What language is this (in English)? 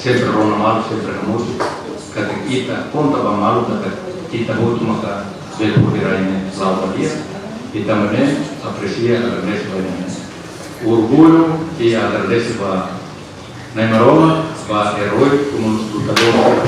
Tetum